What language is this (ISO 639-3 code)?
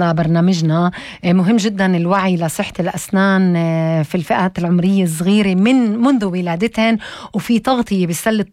apc